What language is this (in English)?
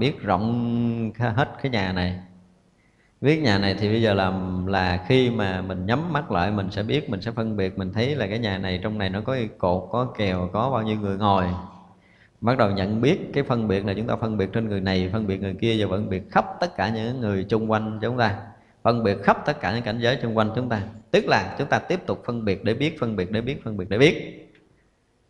Vietnamese